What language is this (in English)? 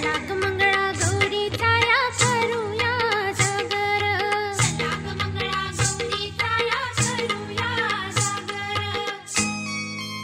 Marathi